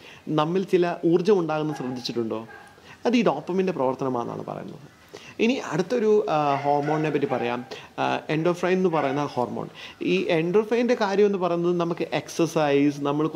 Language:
Malayalam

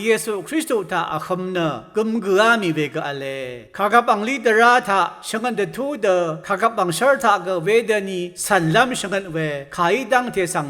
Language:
Rawang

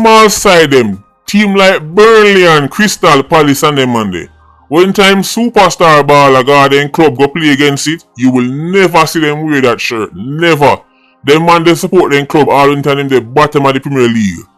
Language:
Jamaican Creole English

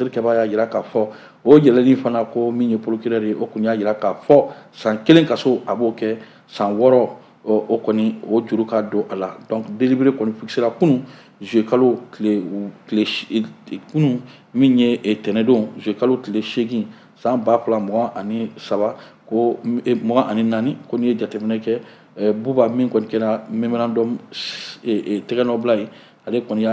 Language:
Bambara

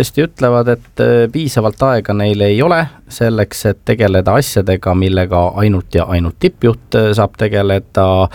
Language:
Estonian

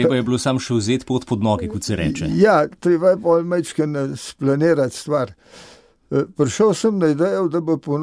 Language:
Slovenian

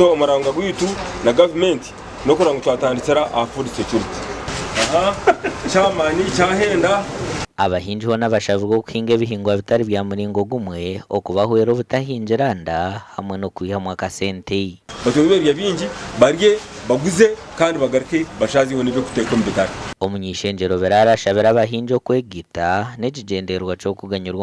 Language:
Nyankole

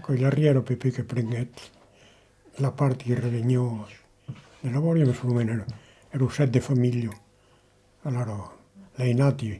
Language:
Occitan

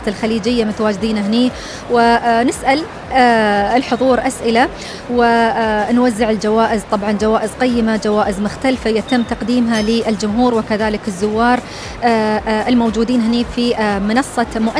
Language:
Gulf Arabic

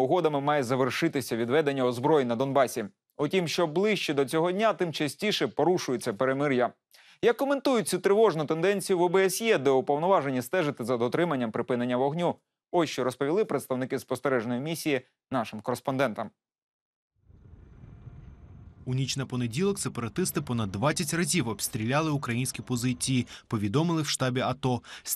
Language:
Ukrainian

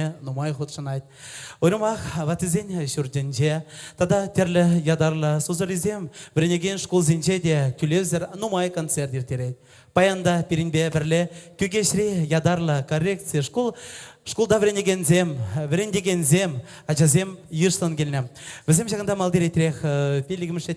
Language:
Chuvash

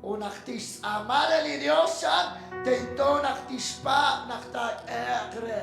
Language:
Kekchí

